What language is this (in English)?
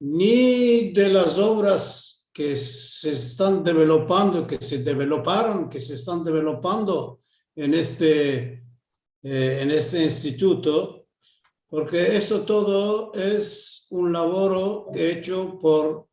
Ladino